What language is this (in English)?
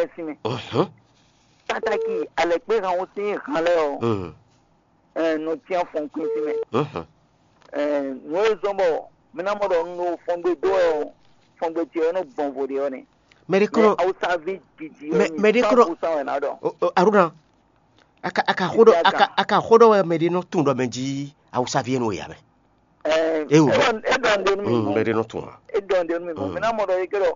Fon